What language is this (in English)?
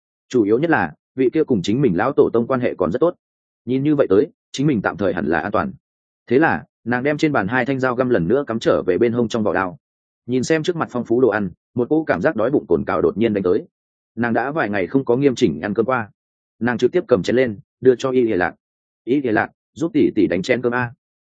Vietnamese